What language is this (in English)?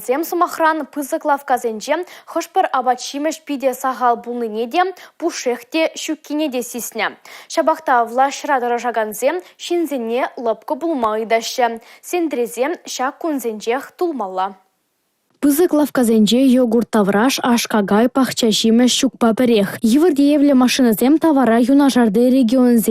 Chuvash